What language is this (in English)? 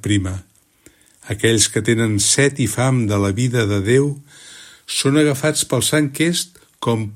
Catalan